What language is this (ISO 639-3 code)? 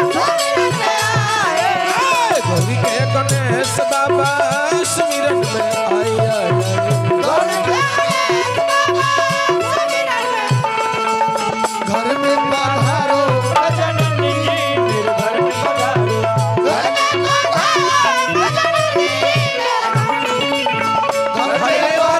bho